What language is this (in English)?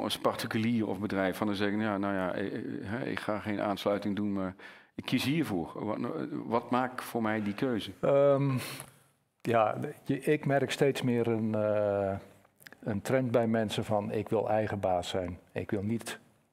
Dutch